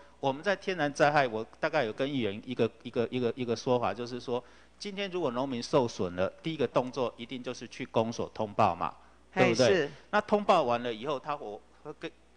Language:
Chinese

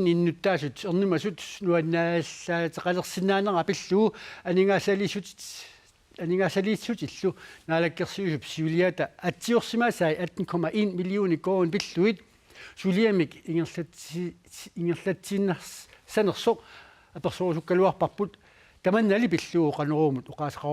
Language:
Kalaallisut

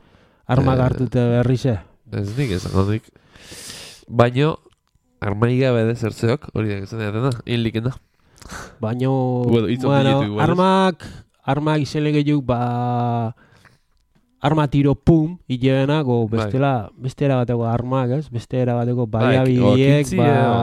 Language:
Basque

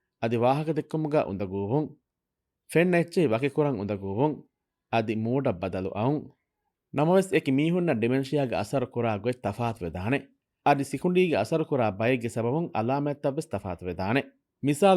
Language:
Divehi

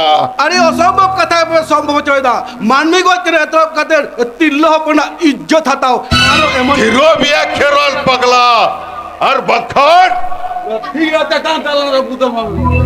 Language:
Santali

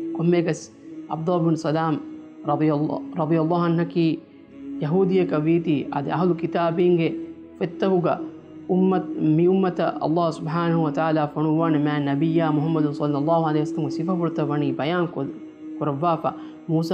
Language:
Divehi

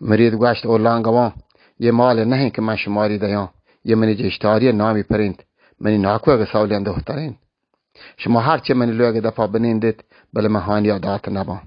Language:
Baluchi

